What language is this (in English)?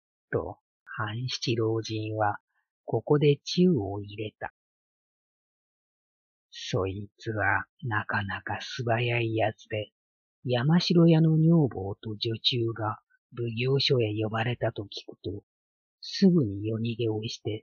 Japanese